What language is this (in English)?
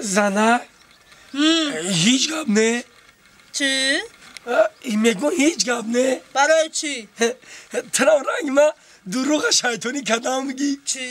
Tajik